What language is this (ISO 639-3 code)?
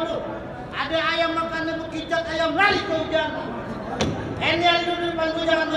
bew